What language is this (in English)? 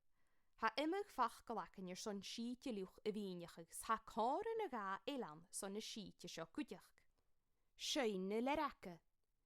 Scottish Gaelic